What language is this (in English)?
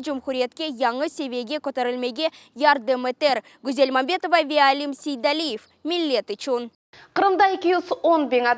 Crimean Tatar